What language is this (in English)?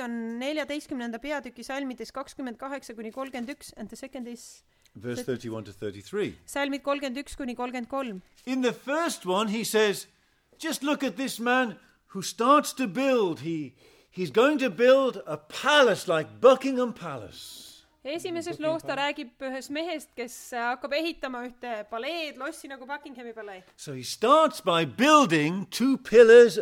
Estonian